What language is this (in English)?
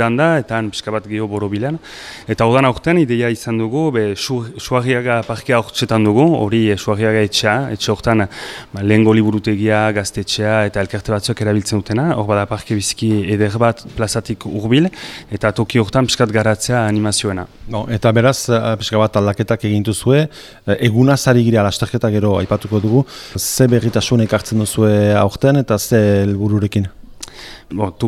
Basque